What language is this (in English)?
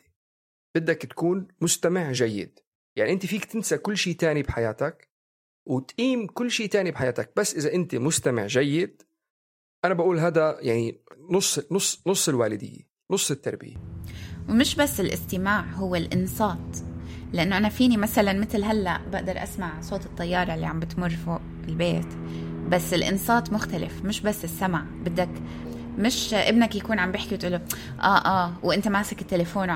North Levantine Arabic